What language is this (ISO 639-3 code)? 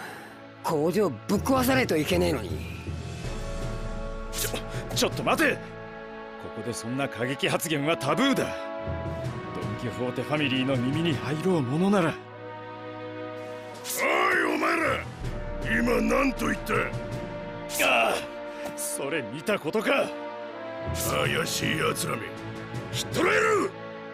jpn